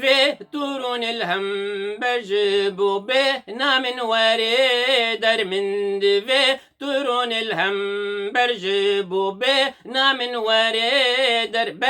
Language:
Kurdish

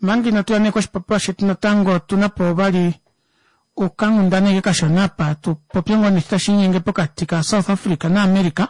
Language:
Kuanyama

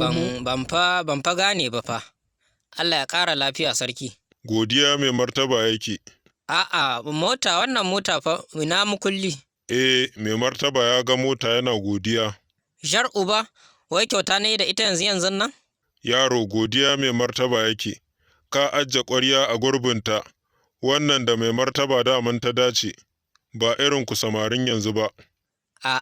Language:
Hausa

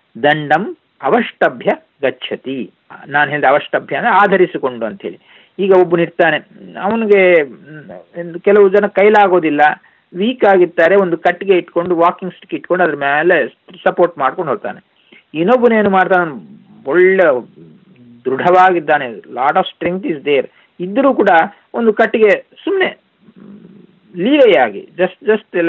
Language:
Kannada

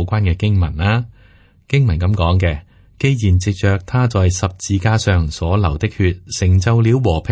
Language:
Cantonese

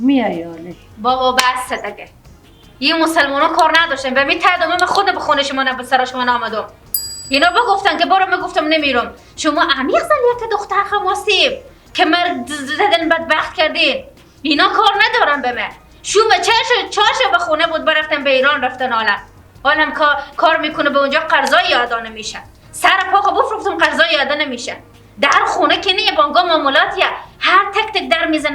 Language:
Persian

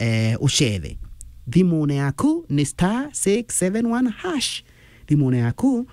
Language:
Meru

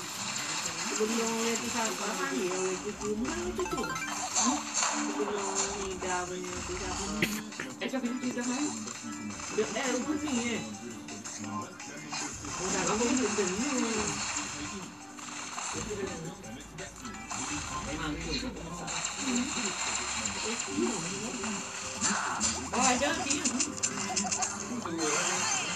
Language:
Malay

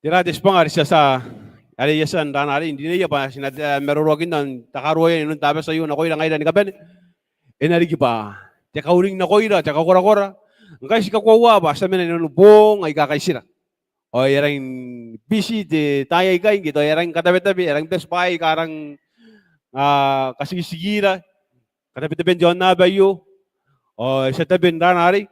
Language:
Gilbertese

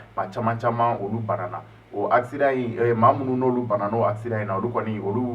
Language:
Bambara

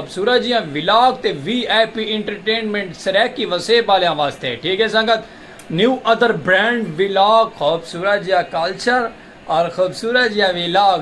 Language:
Saraiki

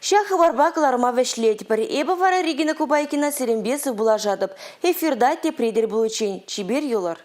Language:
Chuvash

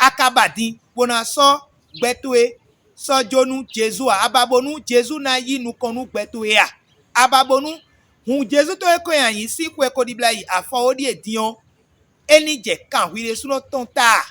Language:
Fon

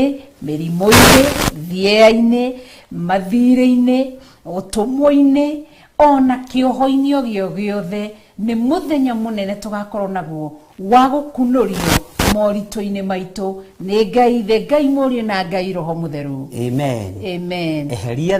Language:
Kikuyu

